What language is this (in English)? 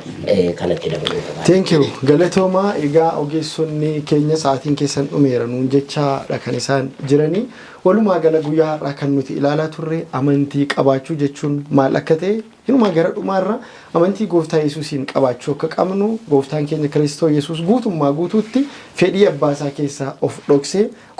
Oromo